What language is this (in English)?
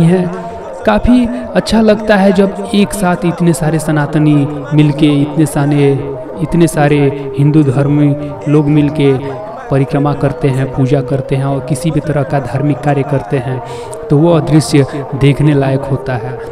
Hindi